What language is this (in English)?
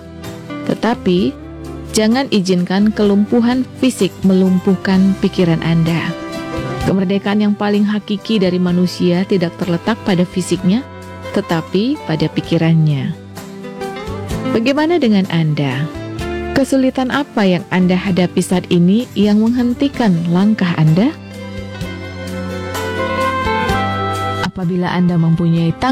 Indonesian